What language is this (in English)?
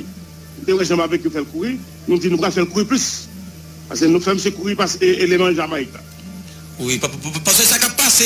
Haitian Creole